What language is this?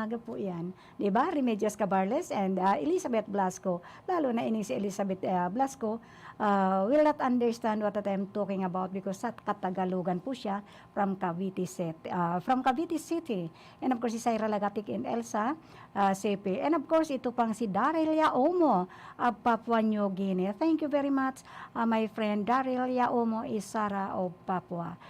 Bikol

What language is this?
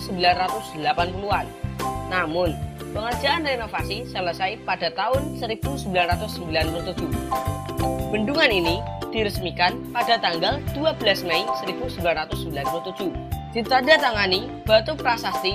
Indonesian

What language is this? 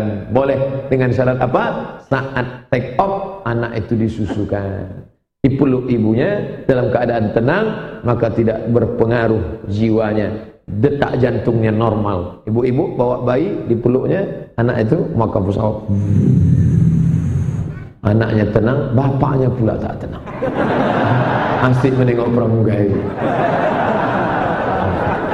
Indonesian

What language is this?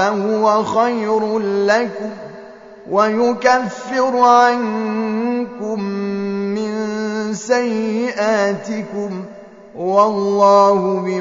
Arabic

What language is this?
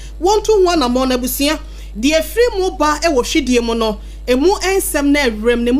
Akan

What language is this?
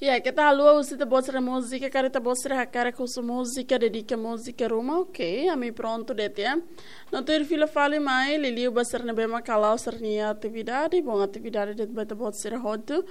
Tetum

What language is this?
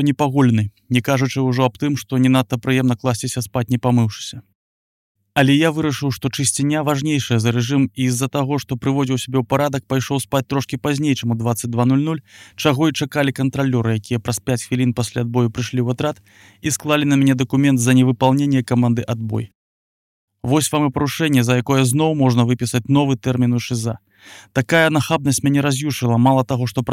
Belarusian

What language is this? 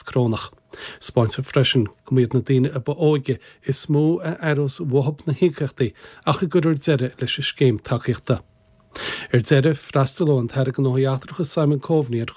Irish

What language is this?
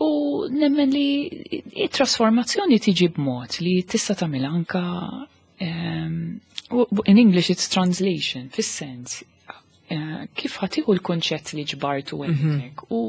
Maltese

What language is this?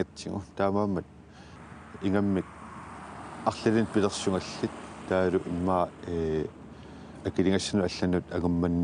Kalaallisut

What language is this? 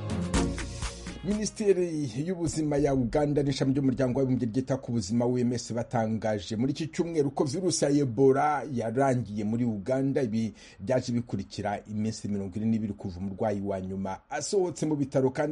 Kinyarwanda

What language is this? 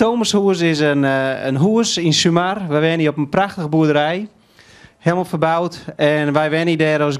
Western Frisian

